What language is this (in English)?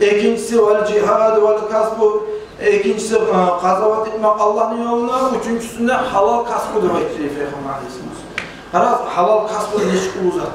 Kumyk